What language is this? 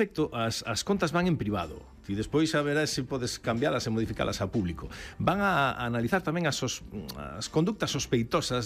Galician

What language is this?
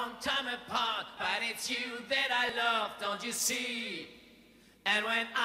English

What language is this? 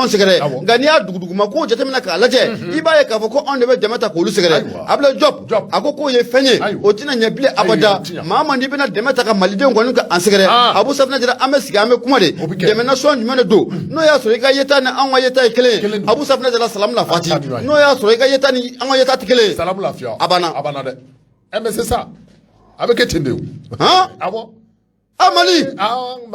Bambara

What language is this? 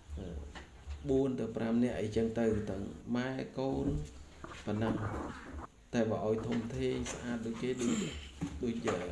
Khmer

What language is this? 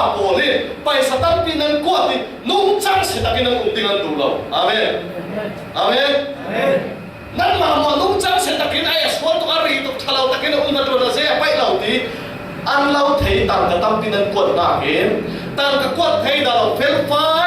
Falam Chin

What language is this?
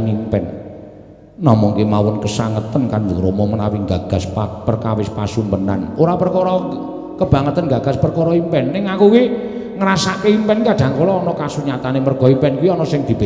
Javanese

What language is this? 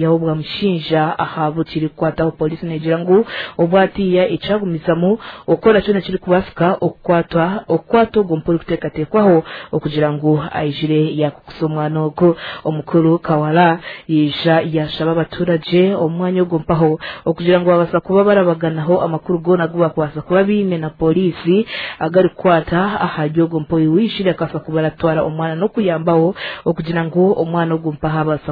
Nyankole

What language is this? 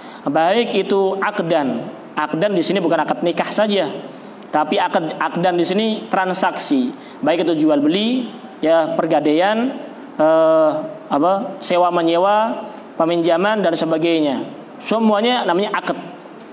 Indonesian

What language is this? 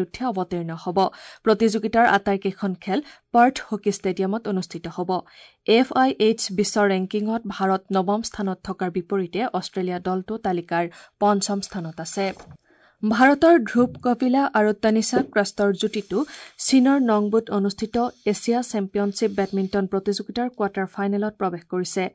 Assamese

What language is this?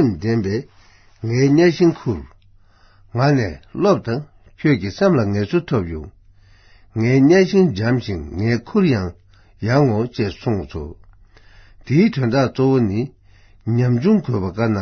Tibetan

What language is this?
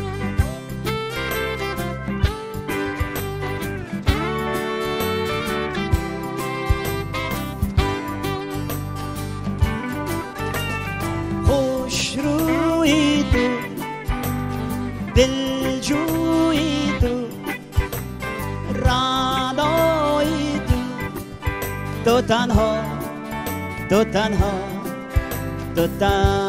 Persian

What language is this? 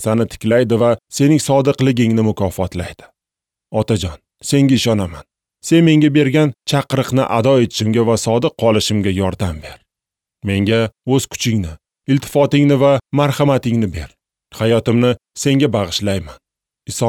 Uzbek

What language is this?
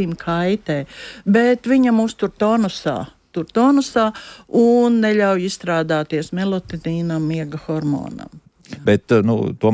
Latvian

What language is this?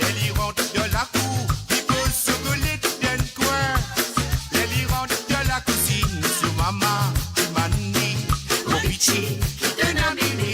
Morisyen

